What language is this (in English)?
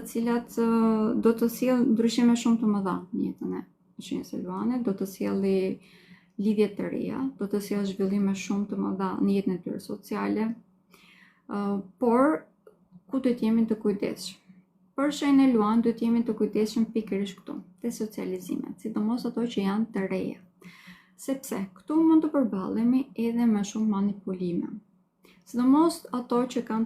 Albanian